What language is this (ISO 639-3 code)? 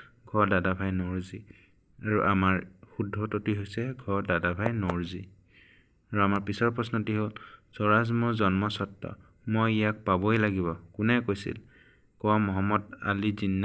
asm